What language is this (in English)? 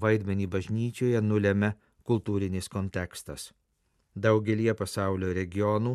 Lithuanian